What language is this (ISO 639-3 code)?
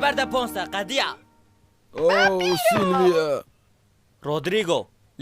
kur